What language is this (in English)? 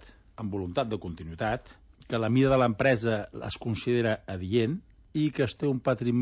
Catalan